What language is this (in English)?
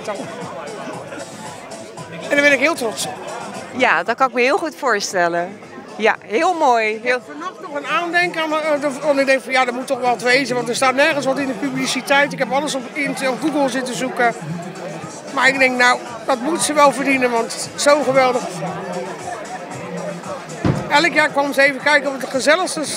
Dutch